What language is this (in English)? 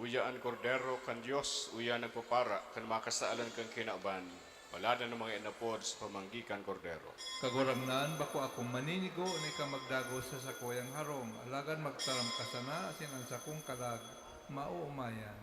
Bikol